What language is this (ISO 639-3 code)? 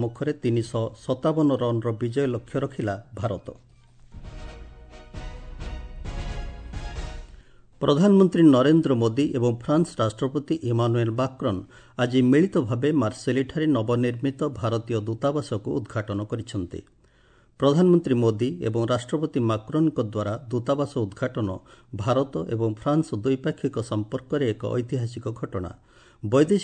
ori